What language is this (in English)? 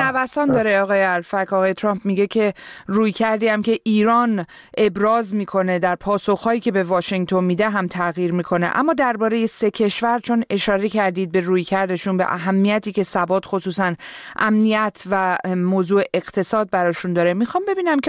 Persian